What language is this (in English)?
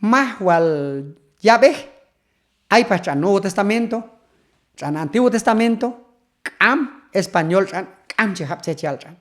Q'anjob'al